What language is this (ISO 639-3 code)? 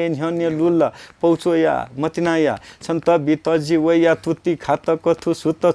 new